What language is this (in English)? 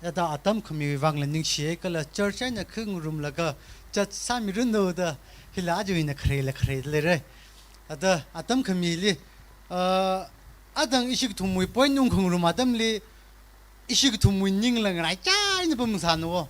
Tangkhul Naga (India)